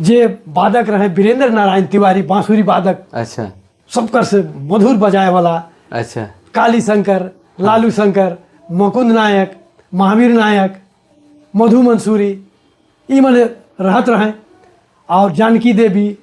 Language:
Sadri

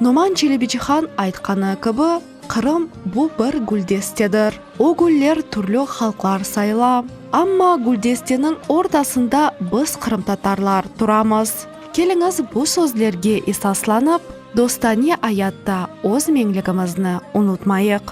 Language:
Crimean Tatar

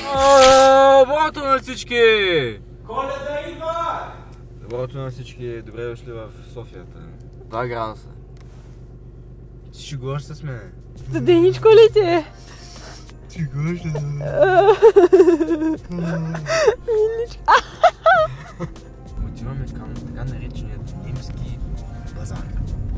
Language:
Bulgarian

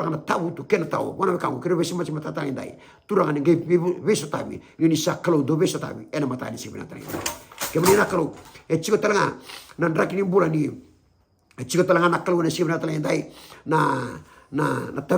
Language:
Fijian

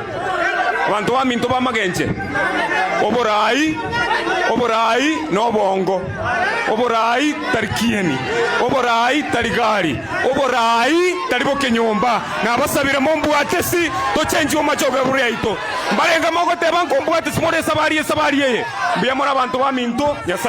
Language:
Gusii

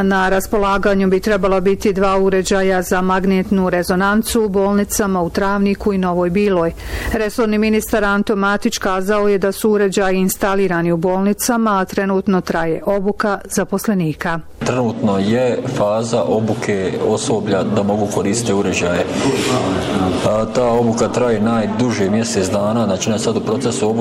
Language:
Bosnian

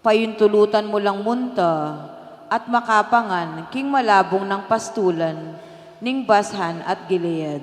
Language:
Pampanga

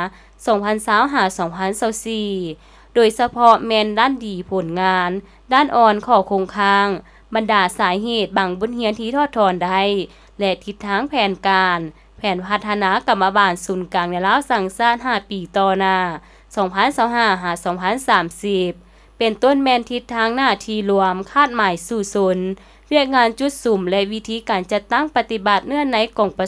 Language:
Lao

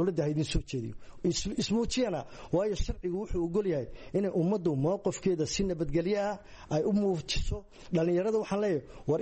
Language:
Somali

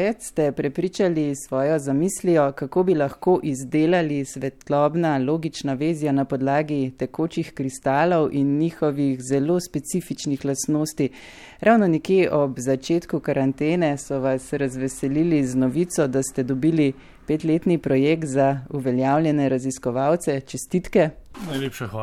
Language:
Slovenian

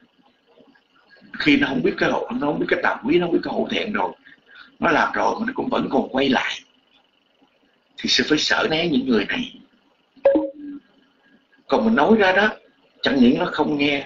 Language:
Vietnamese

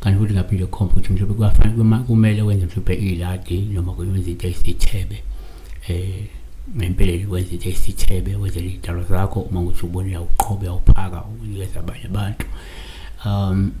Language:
Zulu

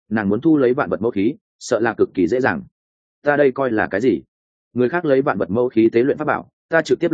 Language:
Vietnamese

